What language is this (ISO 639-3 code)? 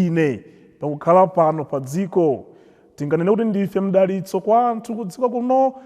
nya